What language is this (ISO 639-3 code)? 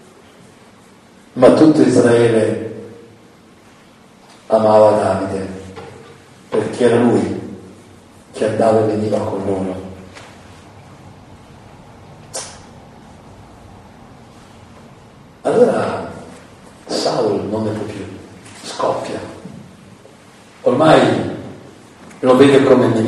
ita